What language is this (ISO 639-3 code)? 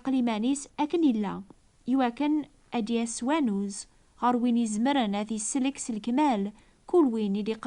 kab